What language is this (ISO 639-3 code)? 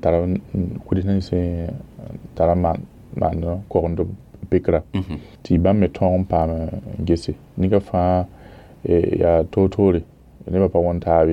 mos